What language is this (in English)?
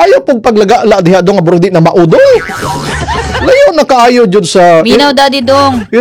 Cebuano